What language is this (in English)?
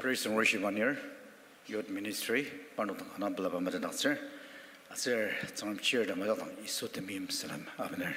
Ao Naga